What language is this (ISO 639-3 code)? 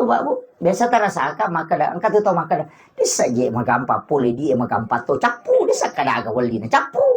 bug